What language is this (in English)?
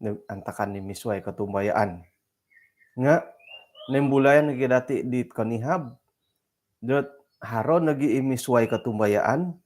Central Dusun